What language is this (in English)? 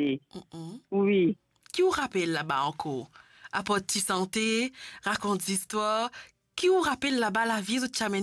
Morisyen